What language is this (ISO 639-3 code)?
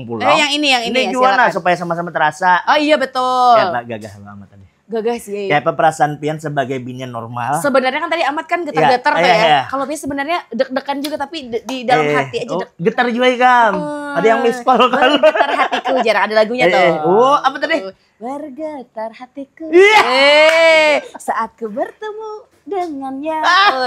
bjn